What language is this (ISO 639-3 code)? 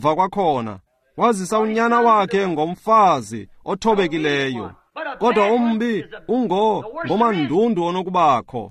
xho